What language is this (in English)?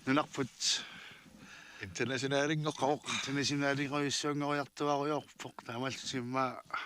Kalaallisut